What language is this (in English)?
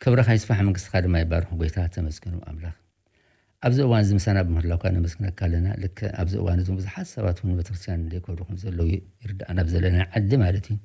Tigrinya